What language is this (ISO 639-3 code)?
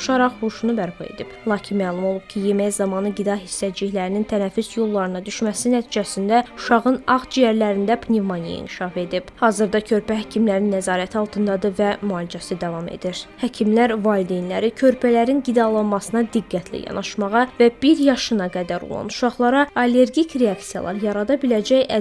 aze